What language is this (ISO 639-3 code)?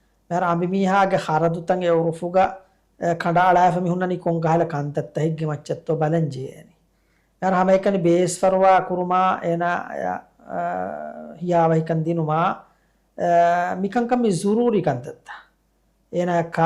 div